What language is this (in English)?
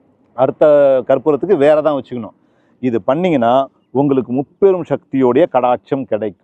Tamil